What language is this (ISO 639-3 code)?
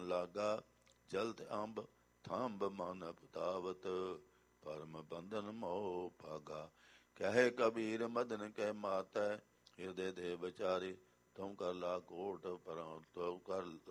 pan